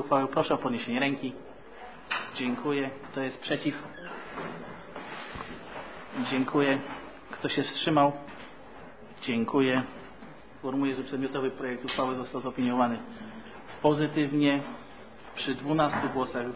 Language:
Polish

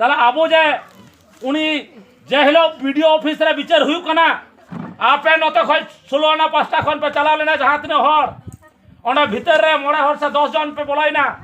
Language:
Santali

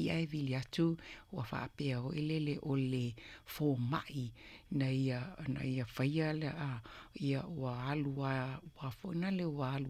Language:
Samoan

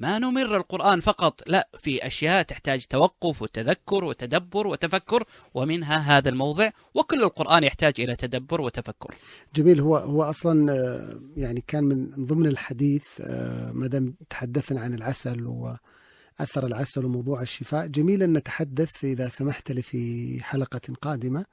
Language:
Najdi Arabic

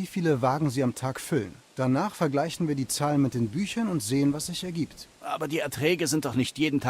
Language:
Bavarian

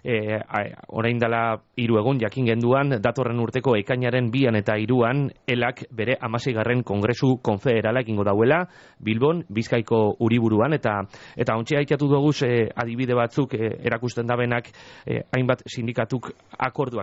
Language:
Basque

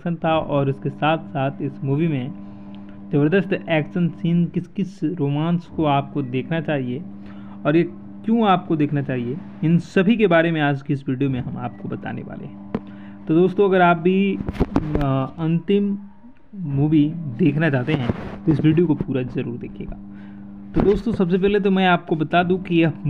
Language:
Hindi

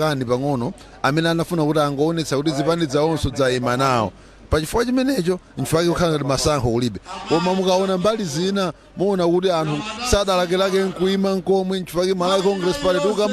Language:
Nyanja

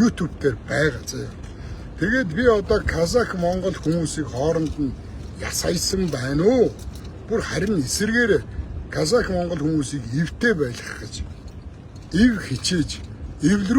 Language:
Mongolian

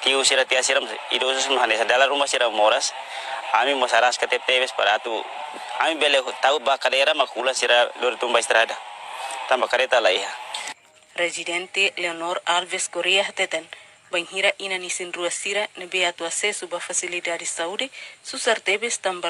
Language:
Tetum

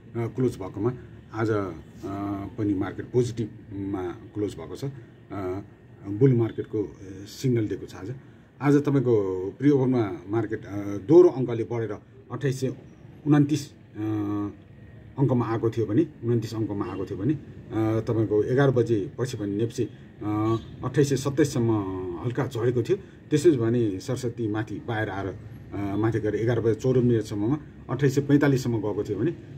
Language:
Nepali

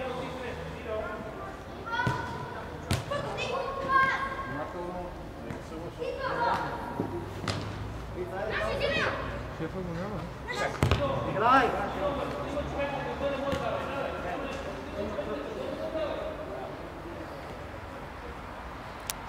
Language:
Bulgarian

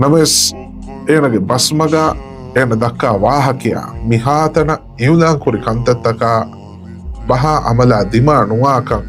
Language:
Divehi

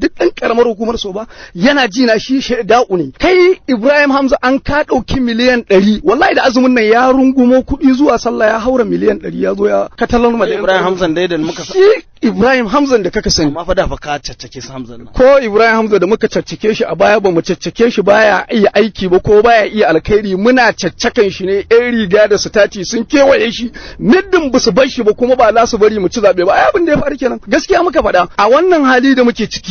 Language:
Hausa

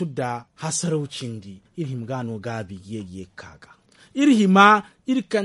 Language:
Zarma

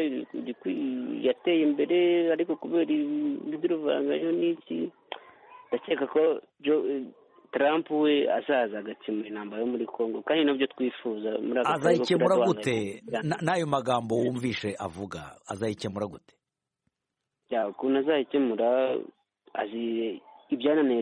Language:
Kinyarwanda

